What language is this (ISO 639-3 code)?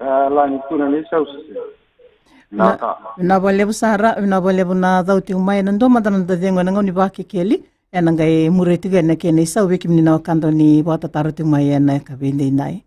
fij